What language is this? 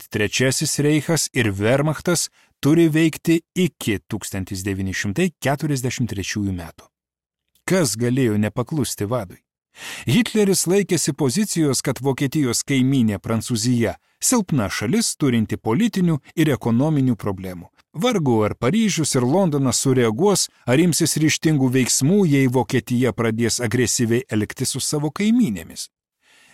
Lithuanian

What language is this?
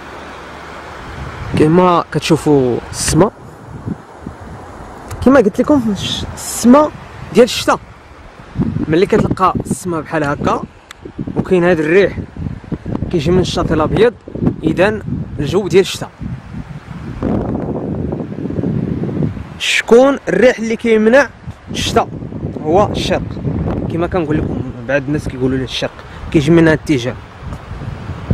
Moroccan Arabic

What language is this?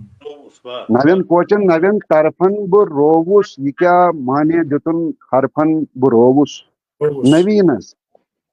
Kashmiri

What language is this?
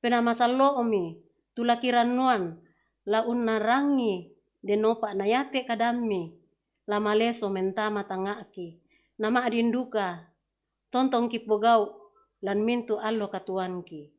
Toraja-Sa'dan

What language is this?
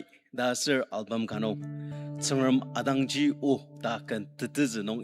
Ao Naga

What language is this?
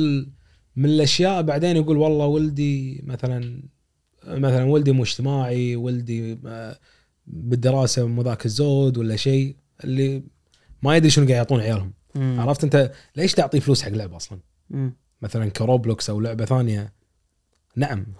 Gulf Arabic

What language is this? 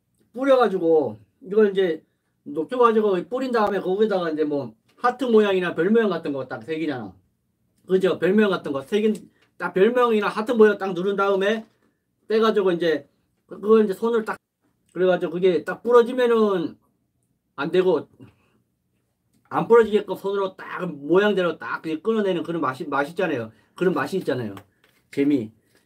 Korean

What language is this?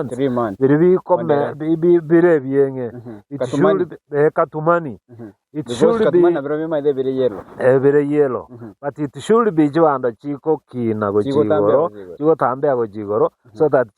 Gusii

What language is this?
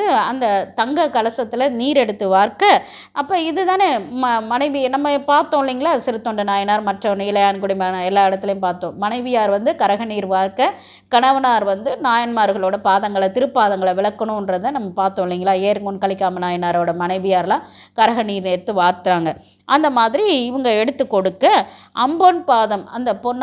Tamil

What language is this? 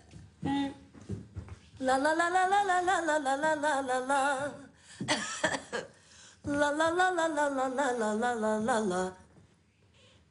Romanian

